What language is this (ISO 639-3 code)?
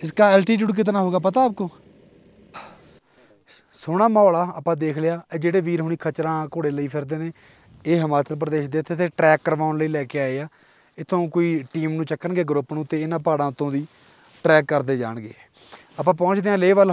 pan